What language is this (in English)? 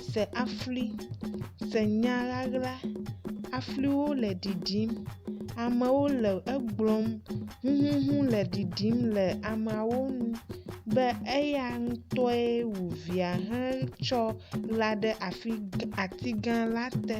Ewe